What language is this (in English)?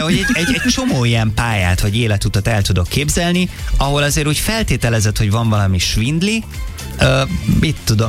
Hungarian